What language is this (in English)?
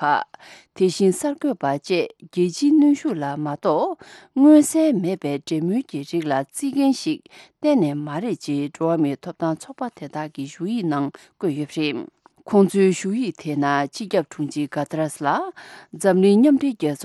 Tibetan